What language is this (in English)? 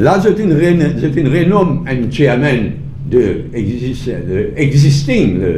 Morisyen